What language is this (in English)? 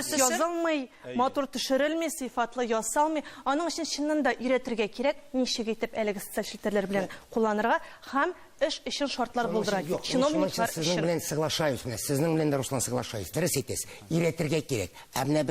Tatar